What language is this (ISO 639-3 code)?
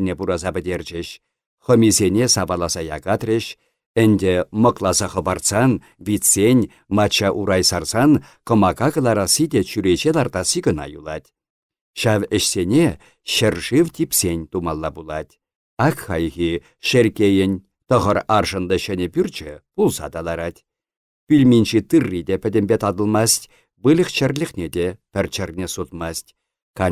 chv